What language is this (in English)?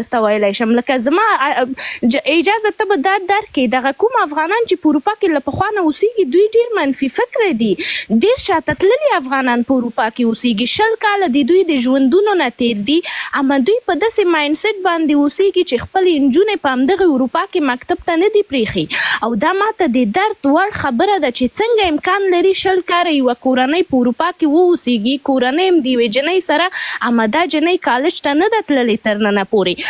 Pashto